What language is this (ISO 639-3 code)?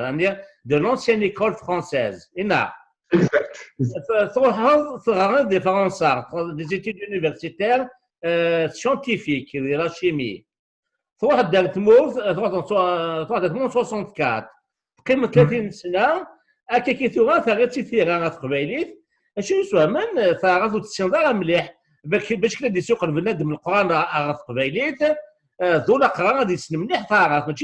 kab